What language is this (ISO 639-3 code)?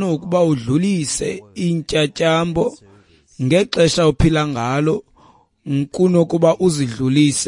xho